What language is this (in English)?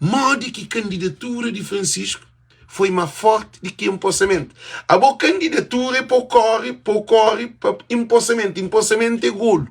Kabuverdianu